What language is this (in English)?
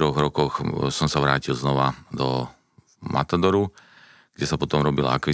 Slovak